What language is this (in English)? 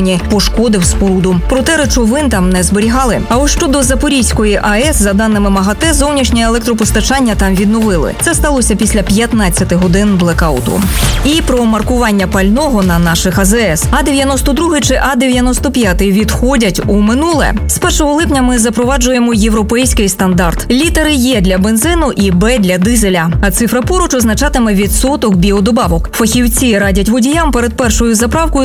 Ukrainian